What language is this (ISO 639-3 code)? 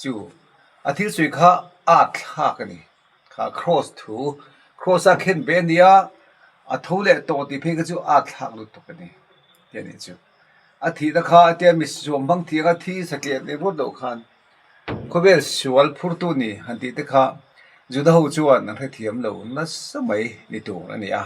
lus